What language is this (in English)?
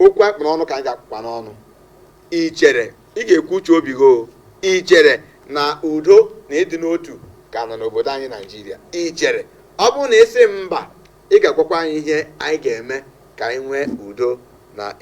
Igbo